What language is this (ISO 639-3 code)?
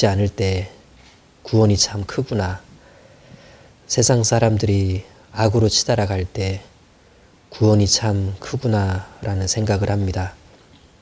kor